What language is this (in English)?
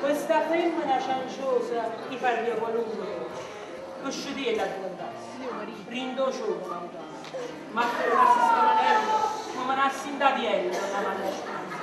Neapolitan